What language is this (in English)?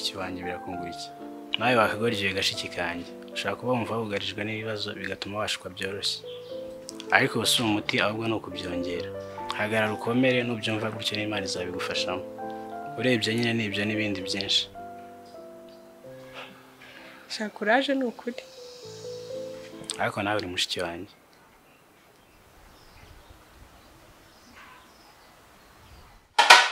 Kinyarwanda